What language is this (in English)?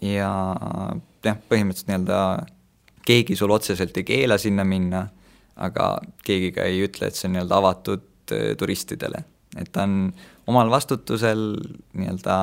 Estonian